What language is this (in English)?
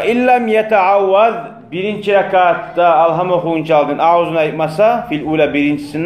Kumyk